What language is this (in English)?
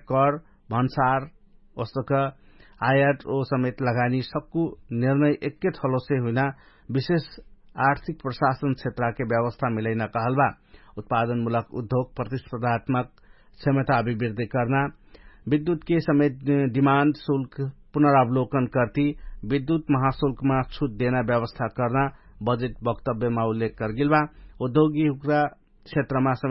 Dangaura Tharu